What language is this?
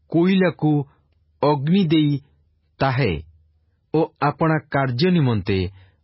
Odia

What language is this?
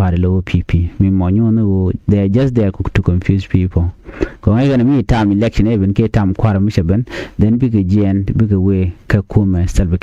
Nuer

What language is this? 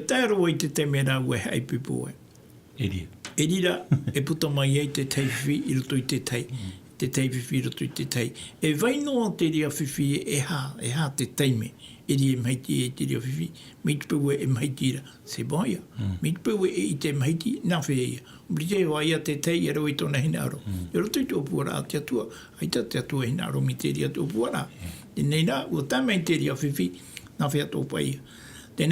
Tahitian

